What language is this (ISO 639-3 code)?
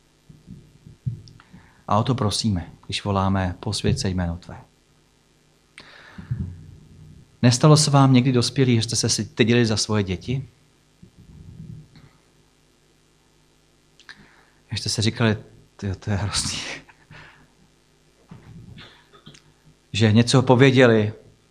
ces